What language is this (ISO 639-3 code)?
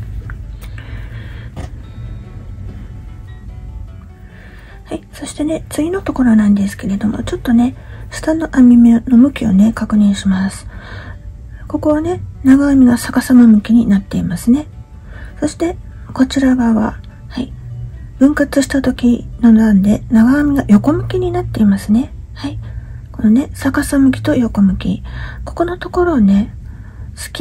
jpn